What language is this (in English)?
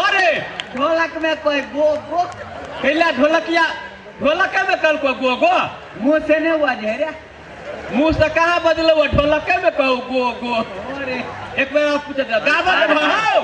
Maithili